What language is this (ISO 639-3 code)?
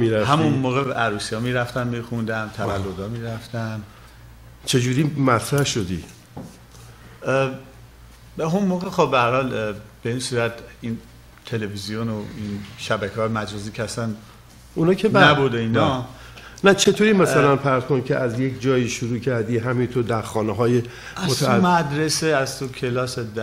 fas